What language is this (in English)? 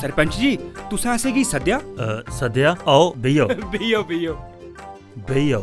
Dogri